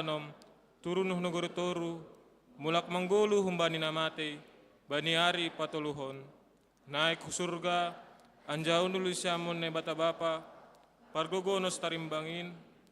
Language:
Batak Simalungun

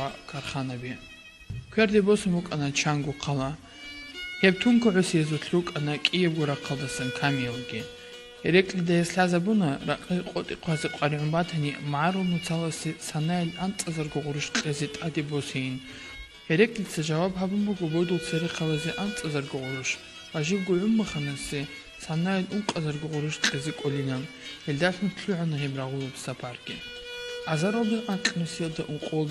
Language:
Avaric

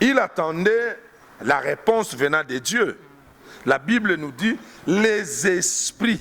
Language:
Lingala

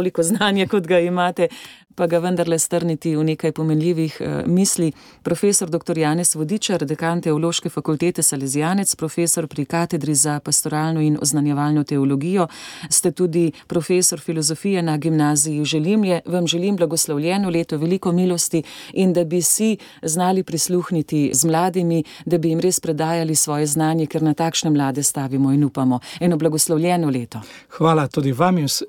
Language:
Slovenian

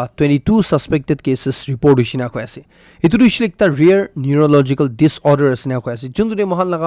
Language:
Naga Pidgin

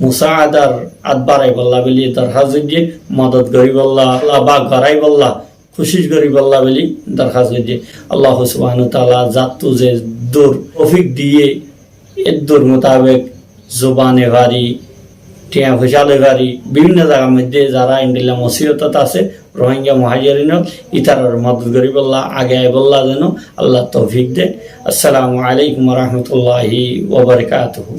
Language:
Rohingya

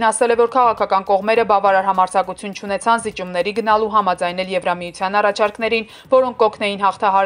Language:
Armenian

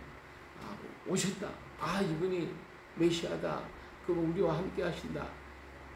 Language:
Korean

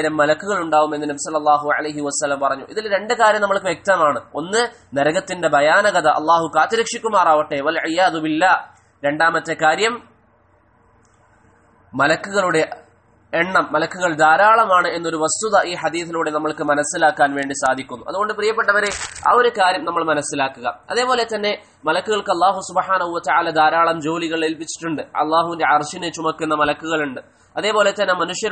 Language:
Malayalam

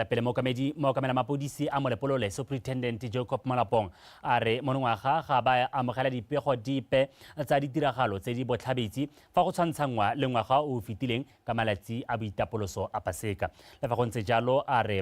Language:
Tswana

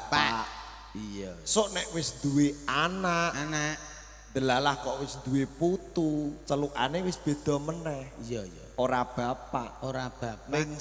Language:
Javanese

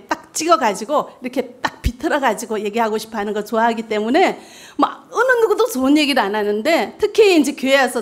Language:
Korean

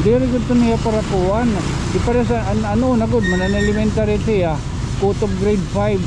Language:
Waray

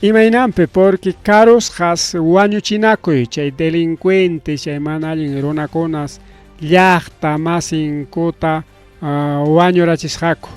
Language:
Ayacucho Quechua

